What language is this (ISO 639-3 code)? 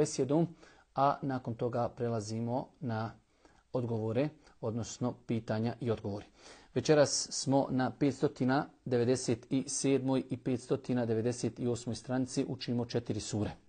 bos